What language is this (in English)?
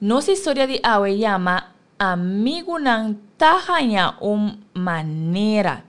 Papiamento